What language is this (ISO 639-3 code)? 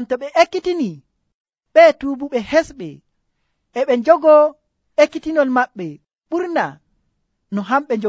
fuv